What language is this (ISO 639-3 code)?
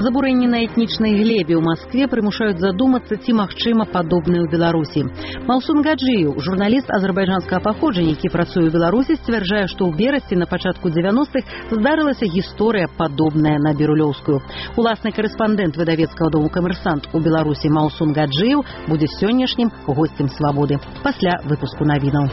bel